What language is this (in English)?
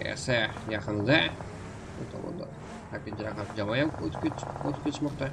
Kara-Kalpak